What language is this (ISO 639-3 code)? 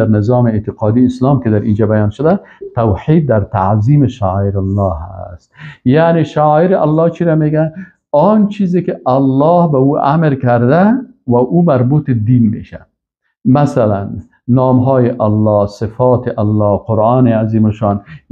fas